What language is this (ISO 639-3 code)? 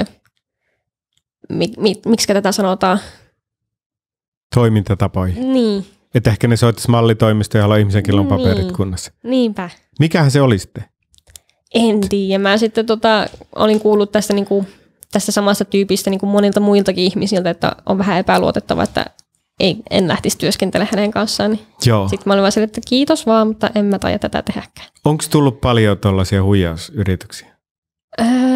fin